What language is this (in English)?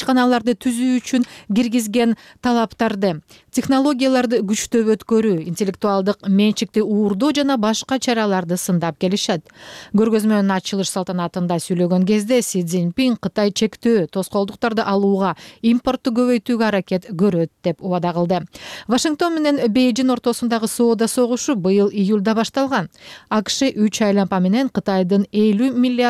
Kyrgyz